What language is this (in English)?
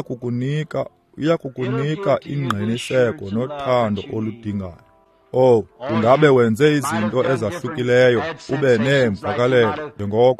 Xhosa